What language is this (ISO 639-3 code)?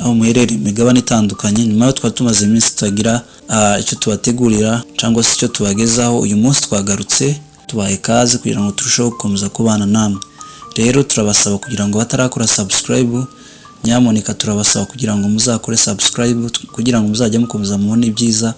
kin